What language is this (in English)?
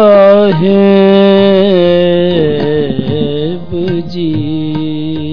Punjabi